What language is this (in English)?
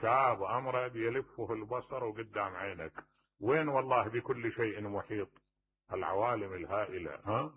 Mesopotamian Arabic